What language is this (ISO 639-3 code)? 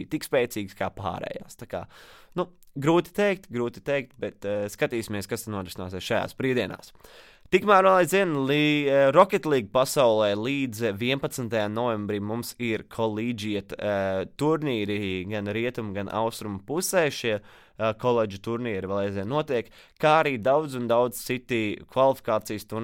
lav